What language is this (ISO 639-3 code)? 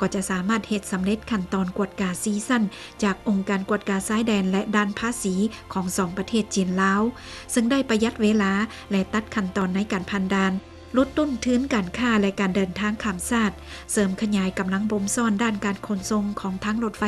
lao